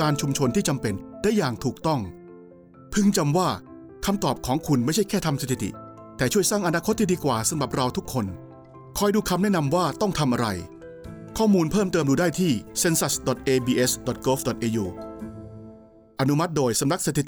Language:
Thai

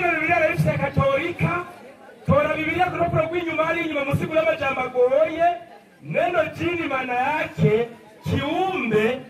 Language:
Rundi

